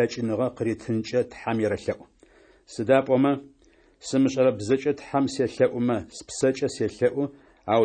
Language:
Adyghe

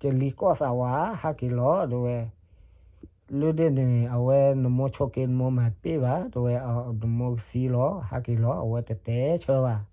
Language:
S'gaw Karen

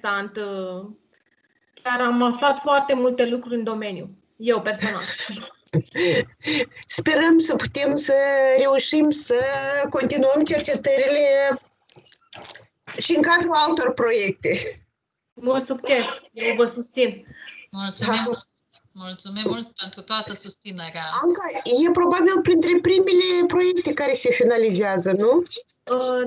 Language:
Romanian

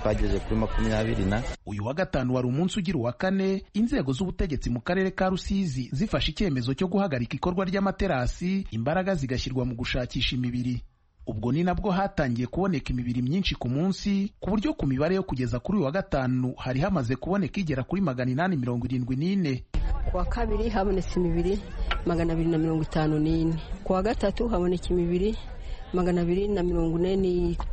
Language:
Kinyarwanda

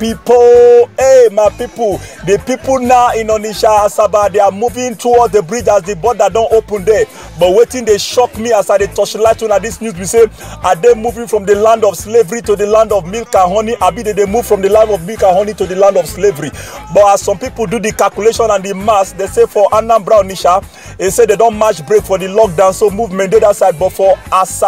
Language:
Nigerian Pidgin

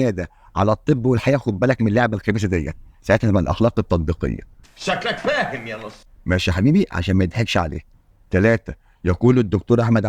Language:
Egyptian Arabic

